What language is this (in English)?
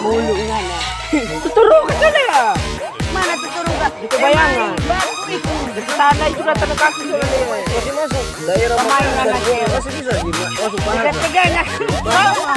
Manado Malay